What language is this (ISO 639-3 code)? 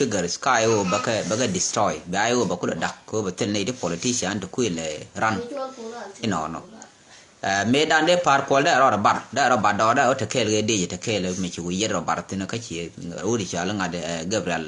nus